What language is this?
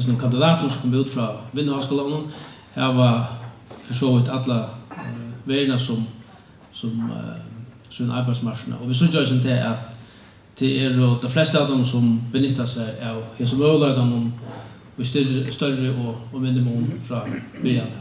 Faroese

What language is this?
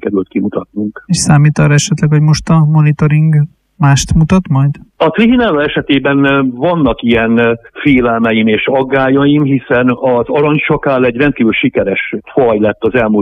Hungarian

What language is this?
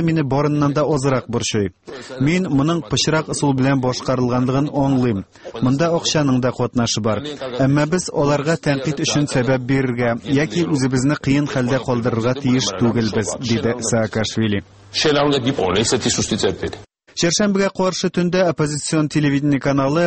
Tatar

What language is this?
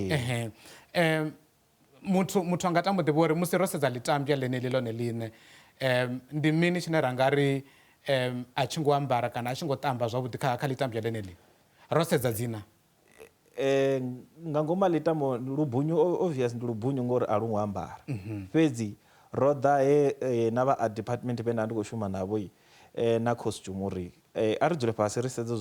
Venda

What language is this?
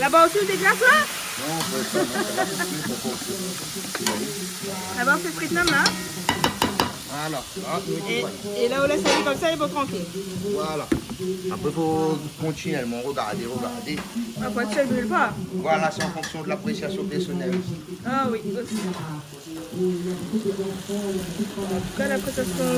Réunion Creole French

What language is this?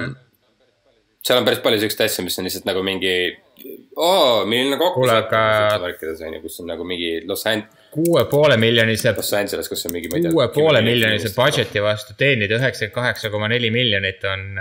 Estonian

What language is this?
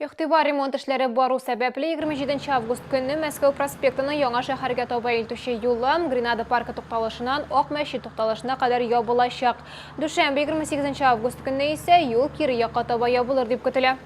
Tatar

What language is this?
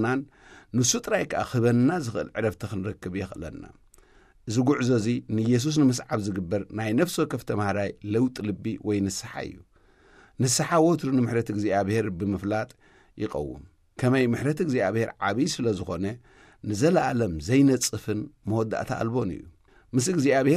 Tigrinya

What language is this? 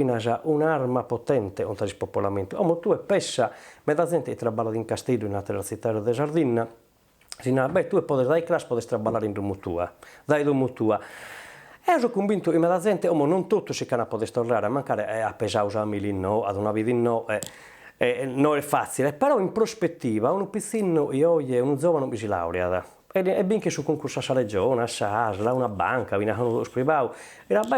Sardinian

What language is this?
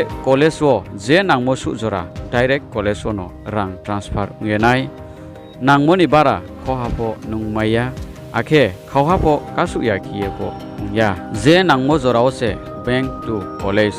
Riang (India)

